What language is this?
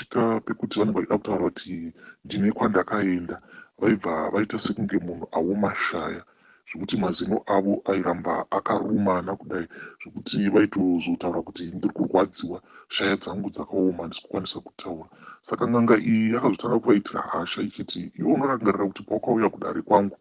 Shona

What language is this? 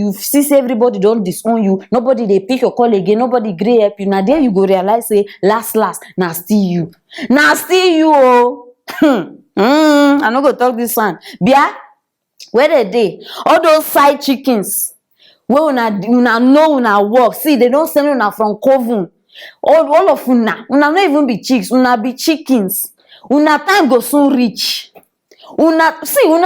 Nigerian Pidgin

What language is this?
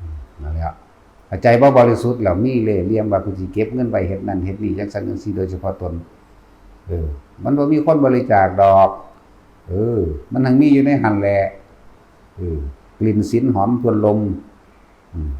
Northeastern Thai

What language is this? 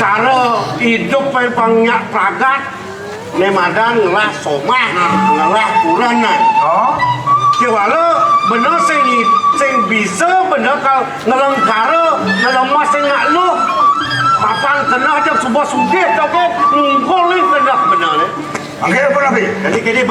Balinese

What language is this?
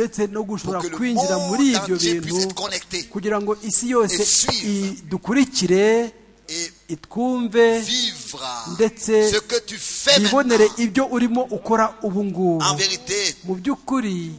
Kinyarwanda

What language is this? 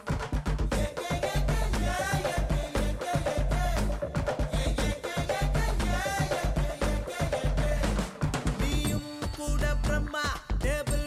Tamil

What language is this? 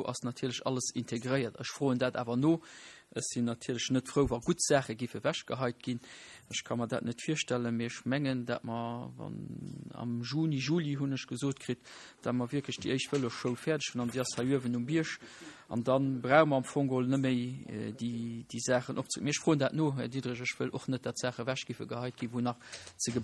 Luxembourgish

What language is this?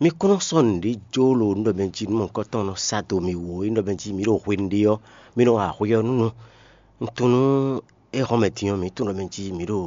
Fon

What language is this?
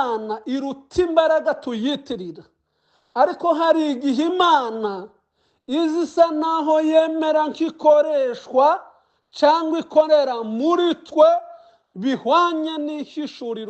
Kinyarwanda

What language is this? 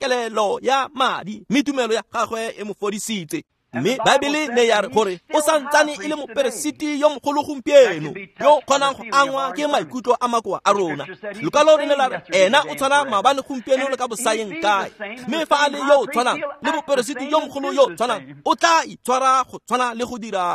Tswana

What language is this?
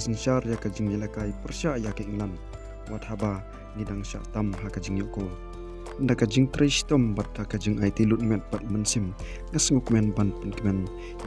Khasi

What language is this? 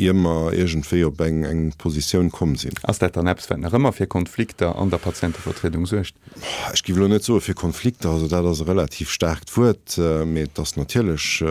Luxembourgish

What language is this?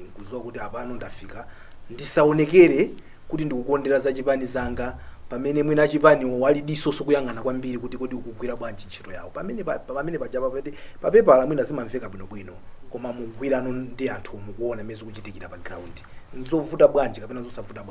Nyanja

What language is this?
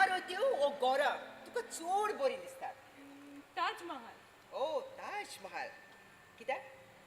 Konkani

